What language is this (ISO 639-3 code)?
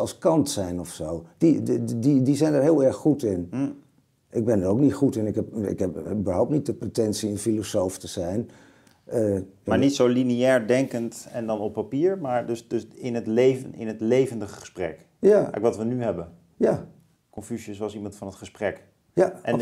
nld